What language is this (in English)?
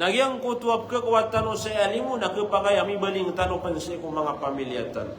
Maranao